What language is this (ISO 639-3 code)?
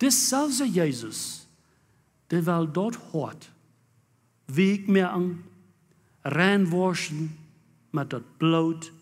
pdt